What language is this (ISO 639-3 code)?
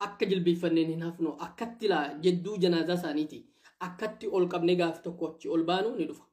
orm